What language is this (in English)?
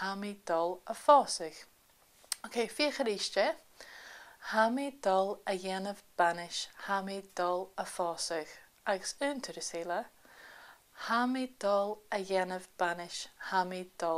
Scottish Gaelic